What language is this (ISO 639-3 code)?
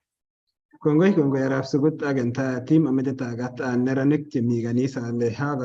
kln